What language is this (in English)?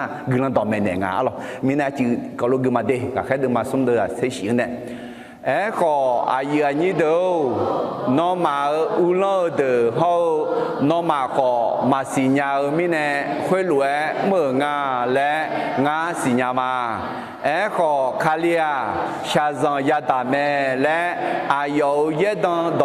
Akha